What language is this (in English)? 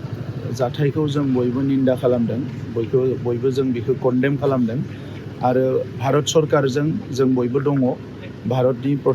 Bodo